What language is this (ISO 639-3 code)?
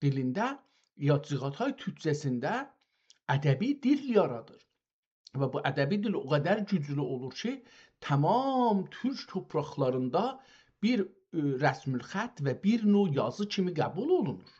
azb